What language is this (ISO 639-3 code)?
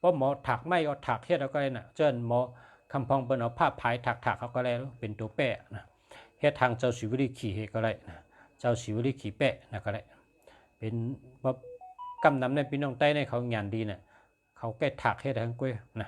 shn